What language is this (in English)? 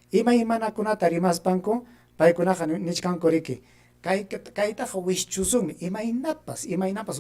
Ayacucho Quechua